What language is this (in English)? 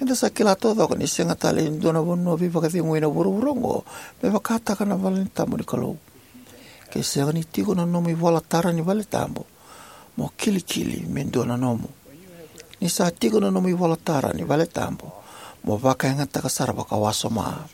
Fijian